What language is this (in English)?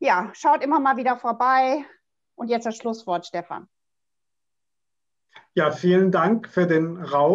German